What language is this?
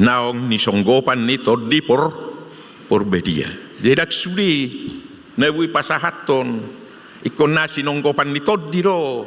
Batak Toba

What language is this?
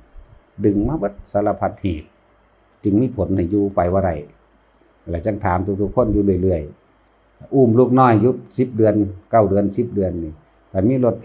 Northeastern Thai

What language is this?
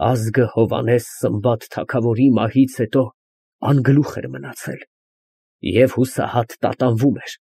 Armenian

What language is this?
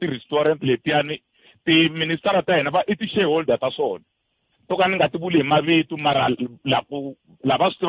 Tsonga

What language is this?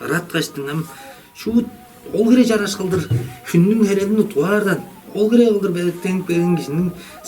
Tuvinian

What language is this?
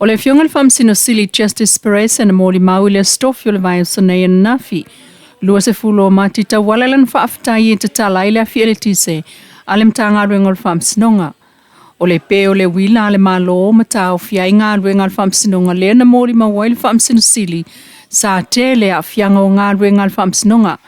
Samoan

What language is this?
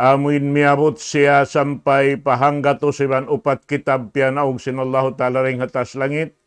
Tausug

